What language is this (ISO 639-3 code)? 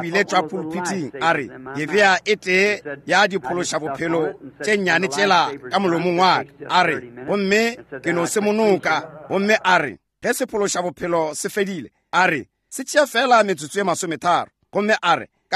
nso